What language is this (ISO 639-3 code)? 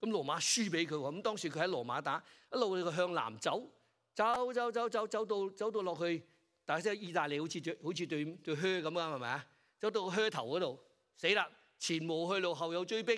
yue